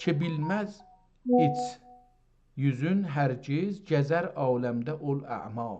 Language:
South Azerbaijani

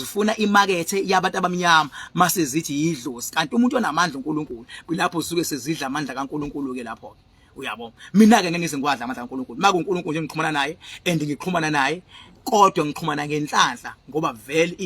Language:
Zulu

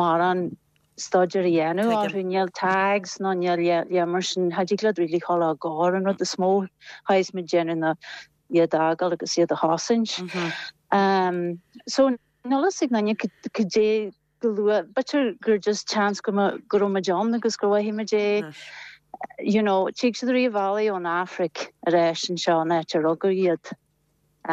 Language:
Irish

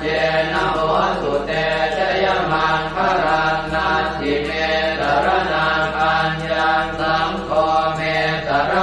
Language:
Pali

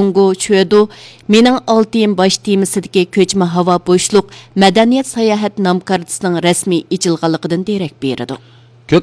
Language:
Uyghur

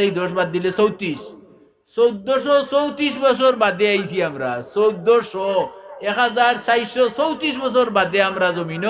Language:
Sylheti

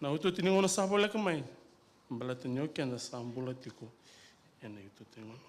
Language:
Fijian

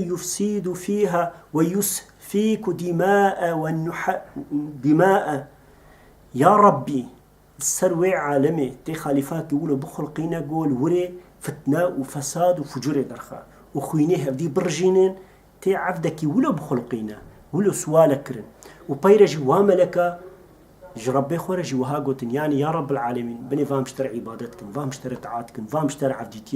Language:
Kurdish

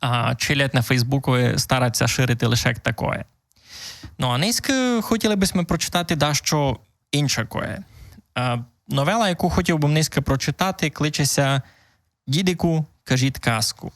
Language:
Rusyn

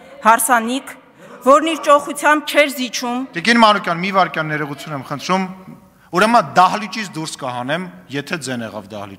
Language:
Armenian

